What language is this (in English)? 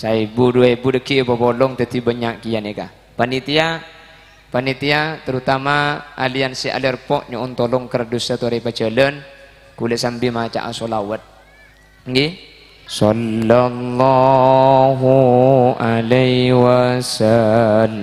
Madurese